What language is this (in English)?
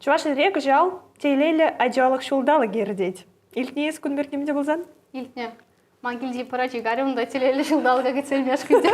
Chuvash